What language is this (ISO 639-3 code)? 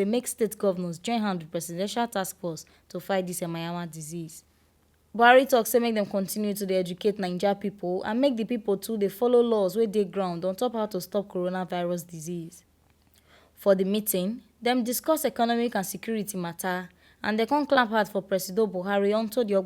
pcm